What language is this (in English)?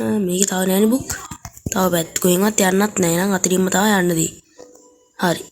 Sinhala